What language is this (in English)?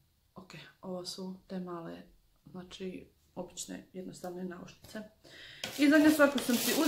Croatian